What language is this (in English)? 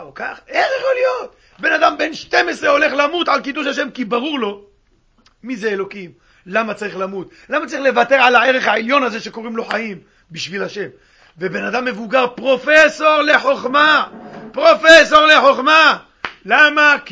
Hebrew